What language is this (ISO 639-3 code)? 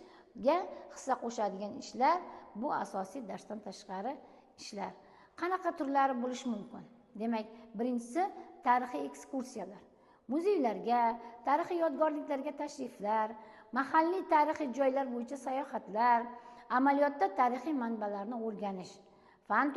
uzb